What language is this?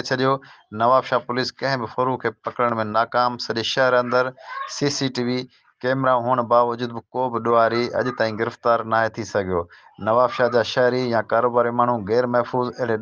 Sindhi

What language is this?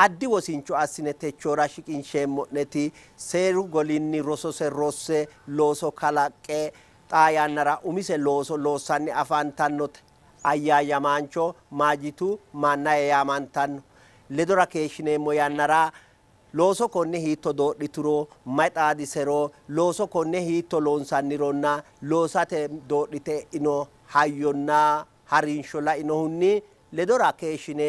Sidamo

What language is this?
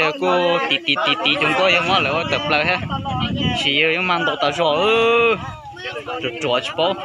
Hmong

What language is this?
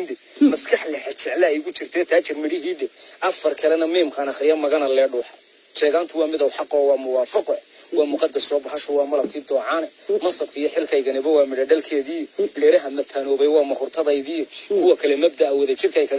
Somali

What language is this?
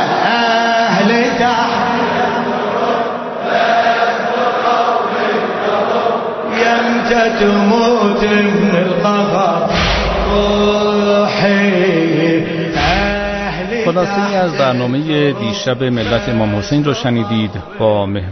Persian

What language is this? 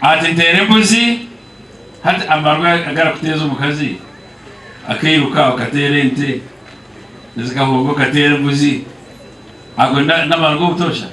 Nyankole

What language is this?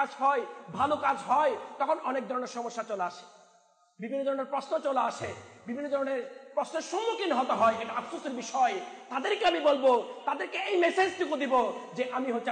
Bangla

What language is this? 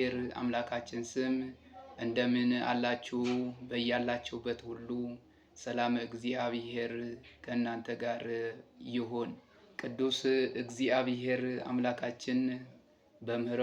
Amharic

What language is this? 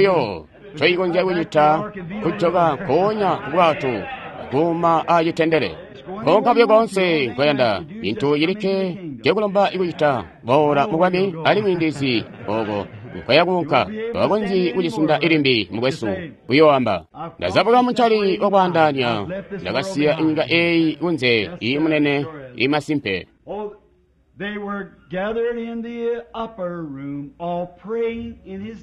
Tonga (Zambia)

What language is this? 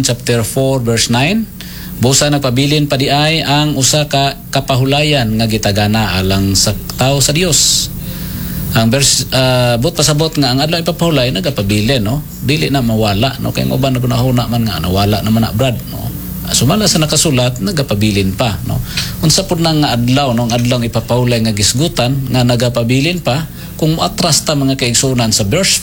Cebuano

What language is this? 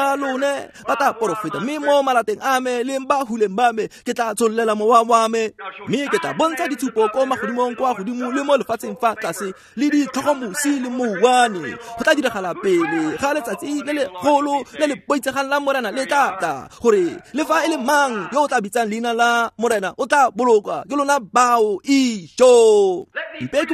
Tswana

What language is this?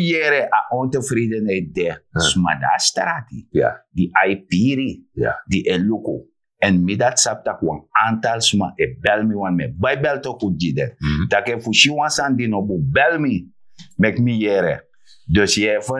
Sranan Tongo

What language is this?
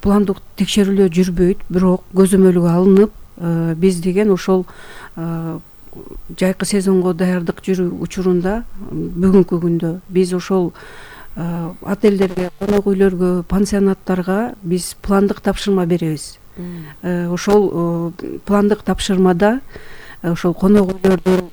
Kyrgyz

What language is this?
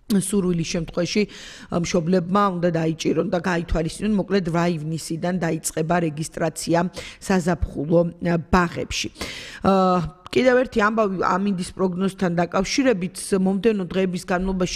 Georgian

